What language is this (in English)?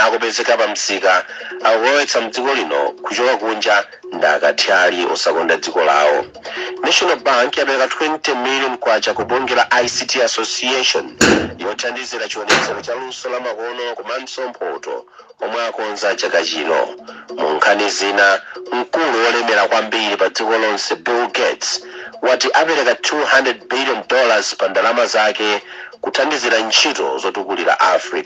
Nyanja